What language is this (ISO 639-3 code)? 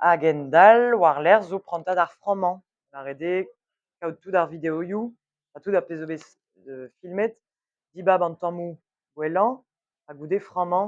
bre